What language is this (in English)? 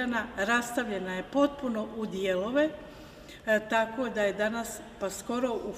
Croatian